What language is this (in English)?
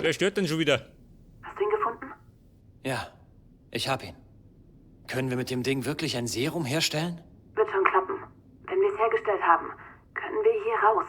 Bavarian